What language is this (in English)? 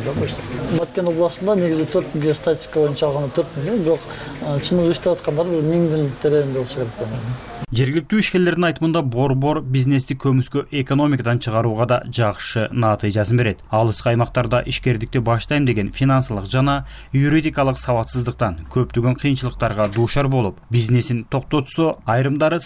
Kyrgyz